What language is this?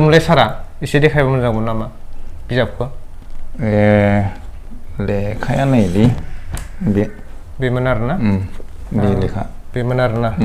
Bodo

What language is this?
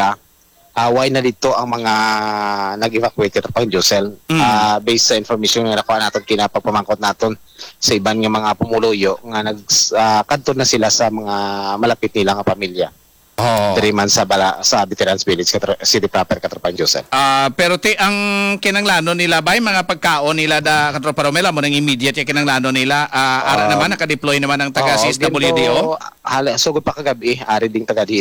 Hiligaynon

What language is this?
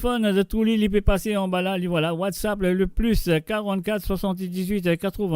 Morisyen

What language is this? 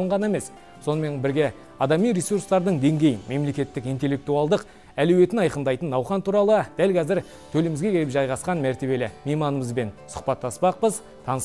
Kazakh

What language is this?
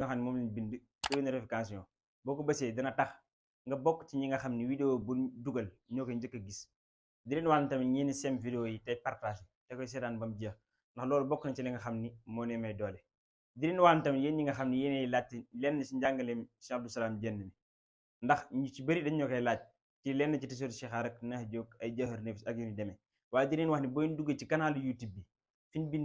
Wolof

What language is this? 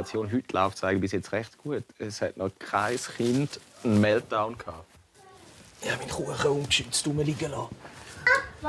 Swiss German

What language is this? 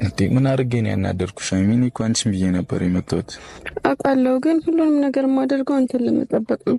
Amharic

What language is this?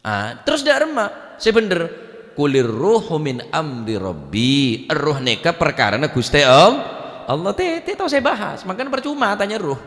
Madurese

